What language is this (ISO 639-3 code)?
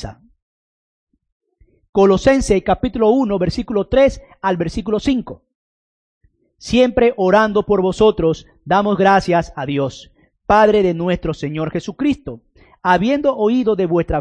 spa